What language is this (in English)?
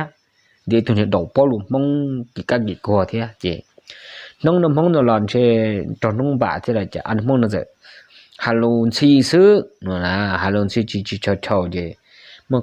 Hmong